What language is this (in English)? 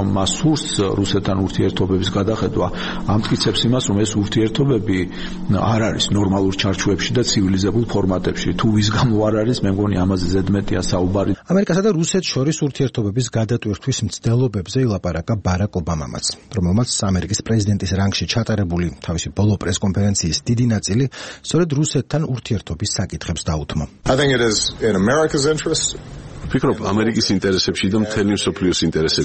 Georgian